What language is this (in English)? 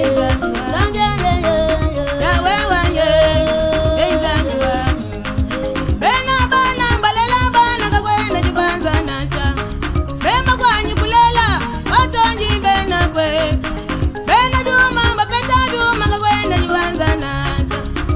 Luba-Lulua